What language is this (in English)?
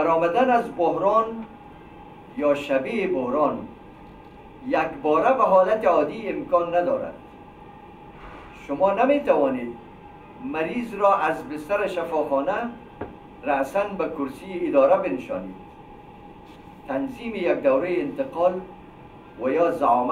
Persian